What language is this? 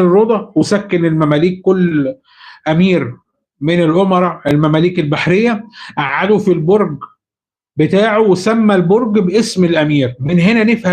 Egyptian Arabic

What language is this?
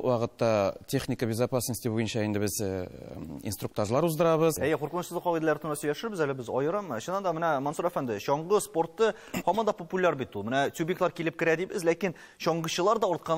Tatar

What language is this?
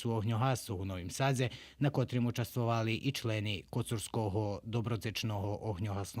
Rusyn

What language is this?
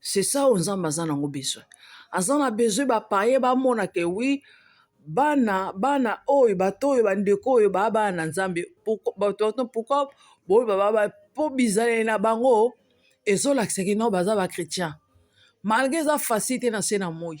Lingala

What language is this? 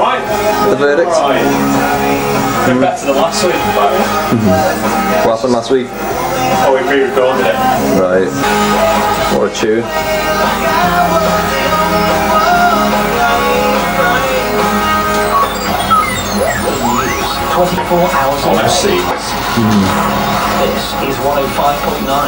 English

